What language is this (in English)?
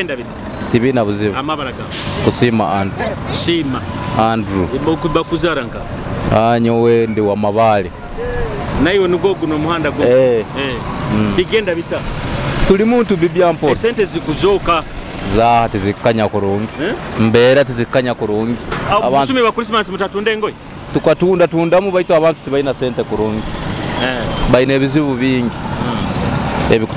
Nyoro